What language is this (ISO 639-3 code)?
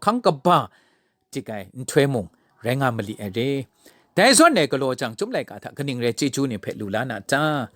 kac